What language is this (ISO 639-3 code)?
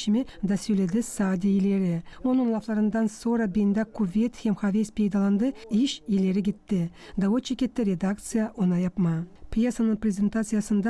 gag